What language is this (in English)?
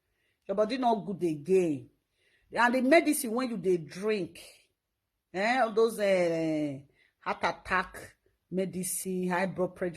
Nigerian Pidgin